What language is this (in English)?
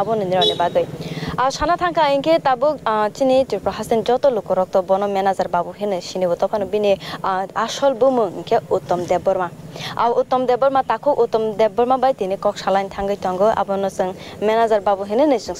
Kok Borok